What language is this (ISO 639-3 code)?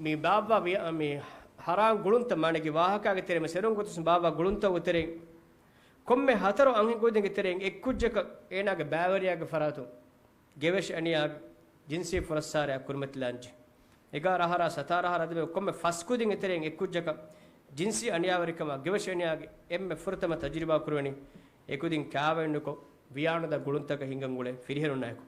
div